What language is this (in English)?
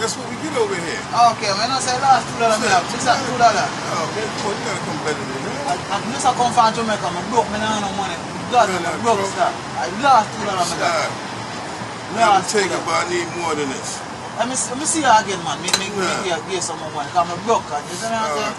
Jamaican Creole English